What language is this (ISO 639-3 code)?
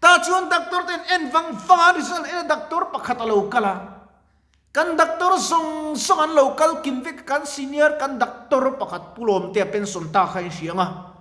lus